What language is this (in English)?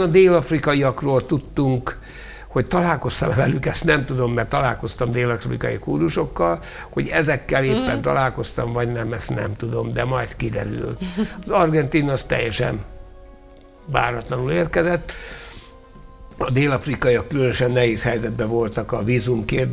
Hungarian